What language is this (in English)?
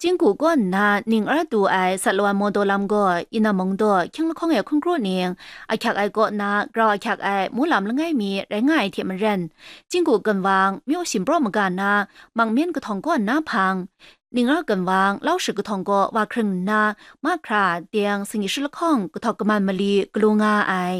Kachin